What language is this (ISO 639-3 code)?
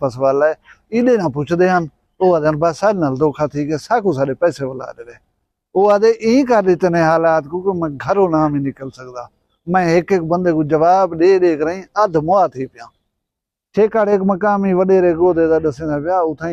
skr